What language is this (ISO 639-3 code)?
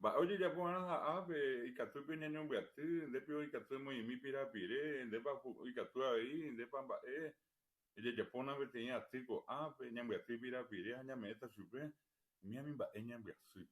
grn